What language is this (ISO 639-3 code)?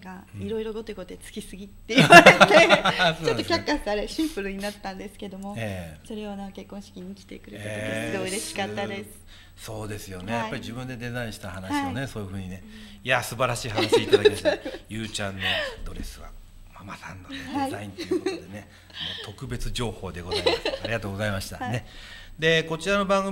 jpn